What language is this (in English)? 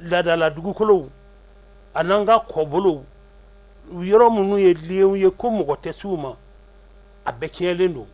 Bambara